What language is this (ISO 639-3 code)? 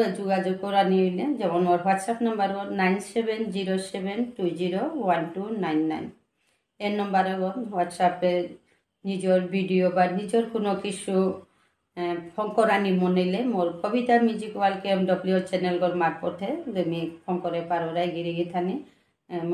bpy